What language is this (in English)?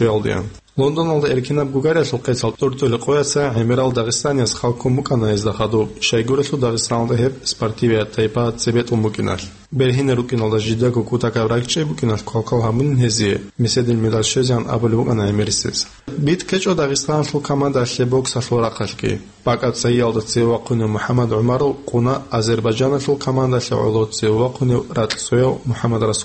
Avaric